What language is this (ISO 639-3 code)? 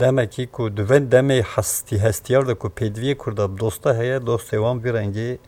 kur